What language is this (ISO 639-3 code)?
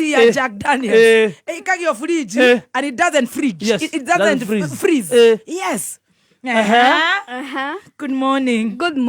kik